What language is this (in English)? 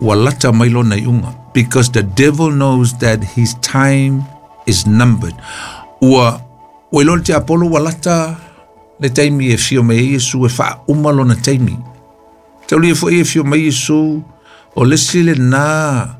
Samoan